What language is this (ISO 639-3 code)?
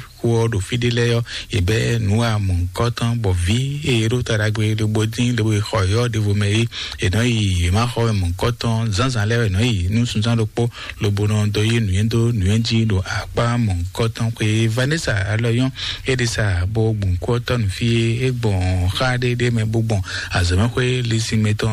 fon